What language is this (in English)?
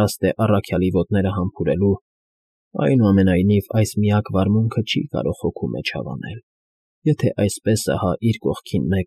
Armenian